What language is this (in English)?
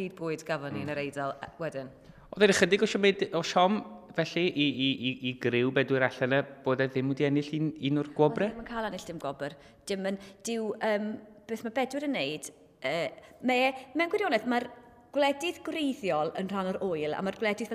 Welsh